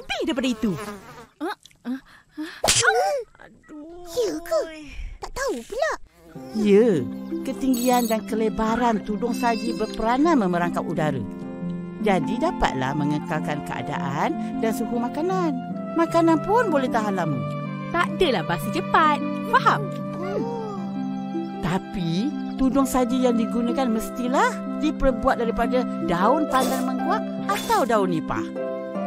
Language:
Malay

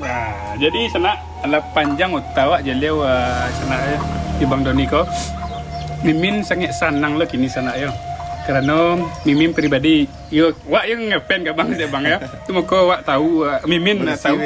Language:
Minangkabau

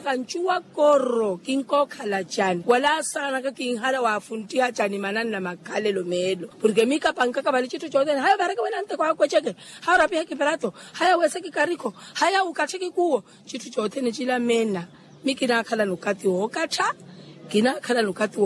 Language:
Makhuwa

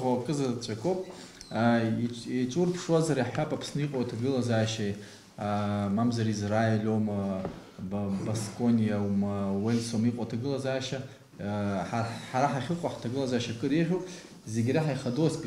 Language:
Abkhazian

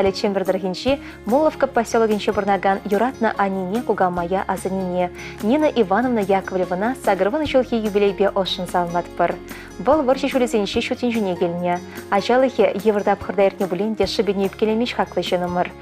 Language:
Chuvash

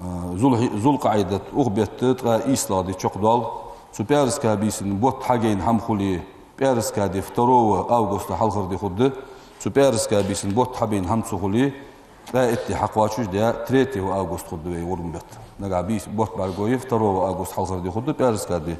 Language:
Ingush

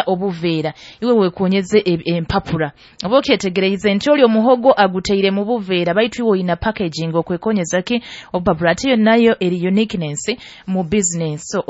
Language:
Nyoro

